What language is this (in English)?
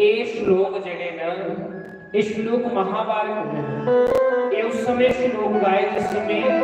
Dogri